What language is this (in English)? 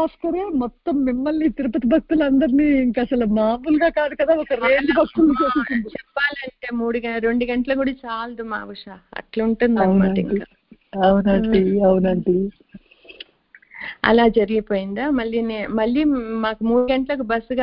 Telugu